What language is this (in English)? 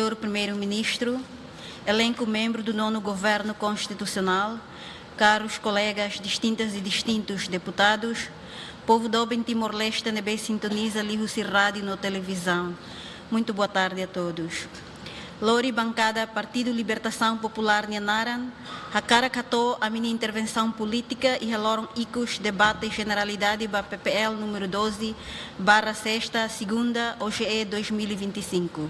Tetum